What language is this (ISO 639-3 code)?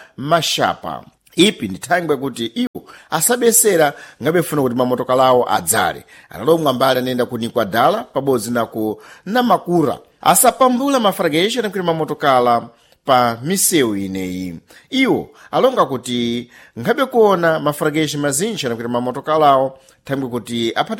seh